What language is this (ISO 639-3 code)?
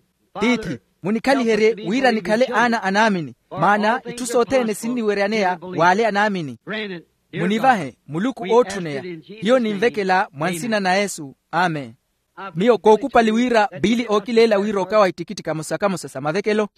vmw